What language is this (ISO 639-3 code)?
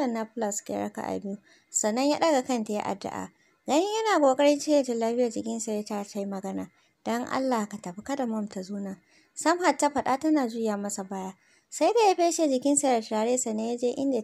hau